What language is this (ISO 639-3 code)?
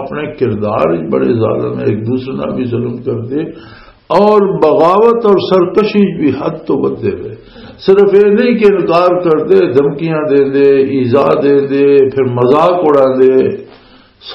lah